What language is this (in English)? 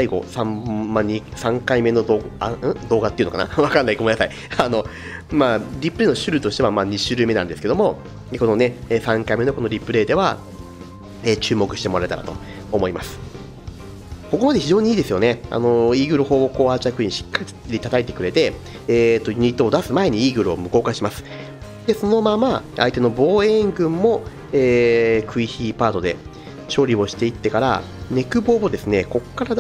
Japanese